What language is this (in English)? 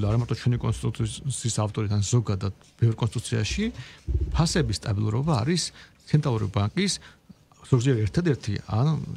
Georgian